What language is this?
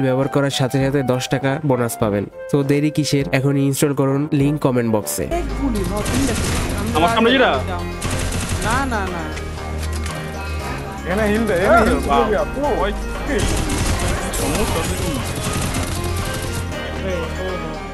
Bangla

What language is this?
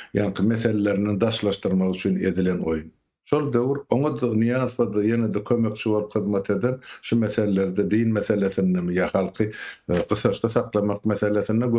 Turkmen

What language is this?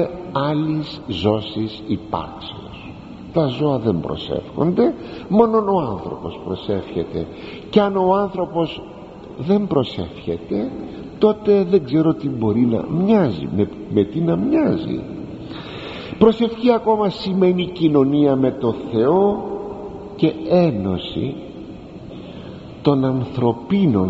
Greek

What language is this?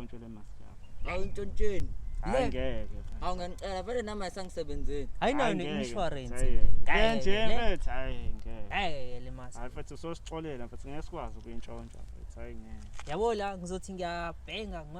Zulu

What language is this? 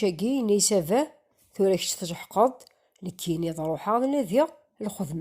Kabyle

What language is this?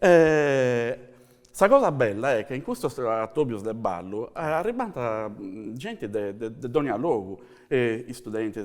Sardinian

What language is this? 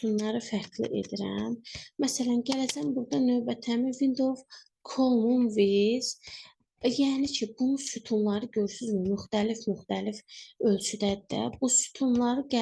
Azerbaijani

